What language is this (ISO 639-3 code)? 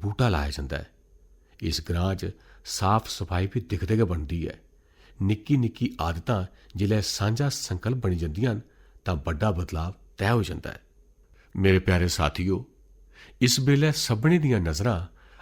doi